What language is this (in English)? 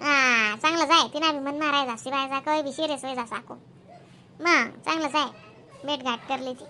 Khandesi